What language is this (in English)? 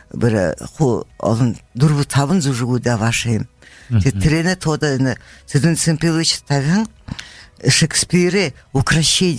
Buriat